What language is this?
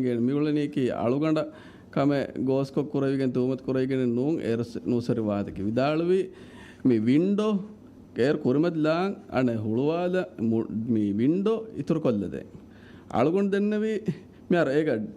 Divehi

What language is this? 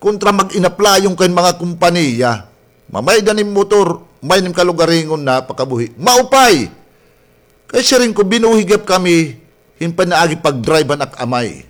Waray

